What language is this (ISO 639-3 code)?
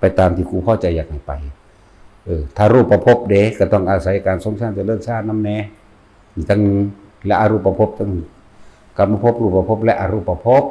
tts